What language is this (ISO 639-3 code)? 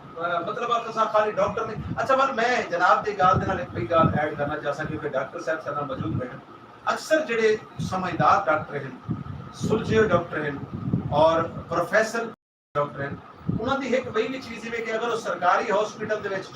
skr